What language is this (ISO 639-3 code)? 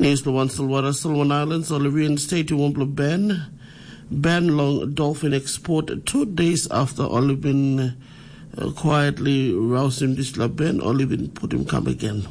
tpi